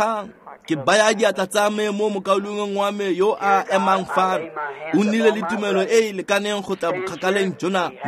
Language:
Tswana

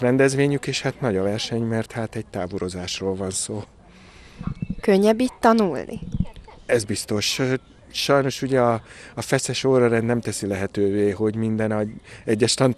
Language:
Hungarian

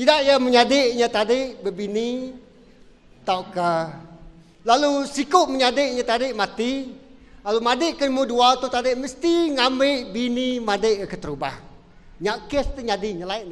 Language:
Iban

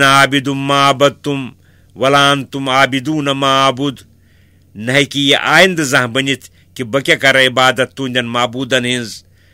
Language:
Kashmiri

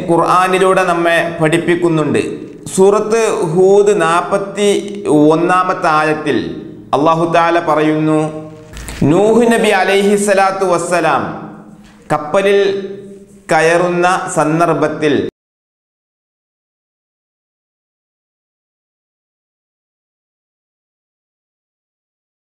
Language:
Malayalam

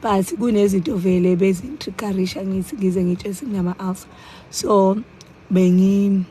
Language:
Zulu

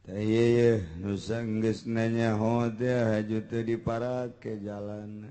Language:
Sundanese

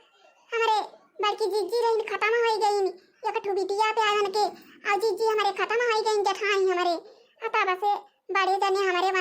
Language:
Awadhi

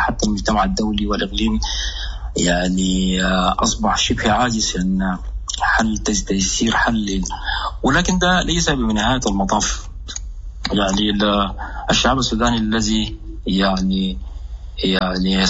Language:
Sudanese Arabic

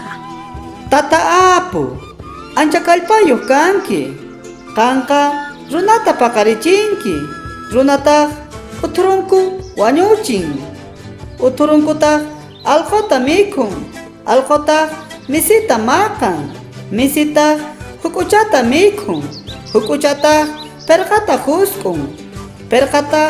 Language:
South Bolivian Quechua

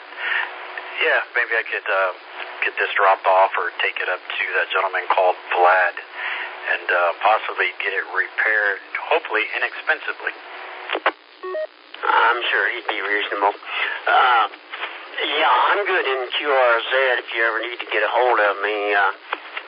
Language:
English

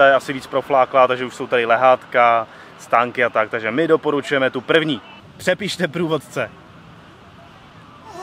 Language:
Czech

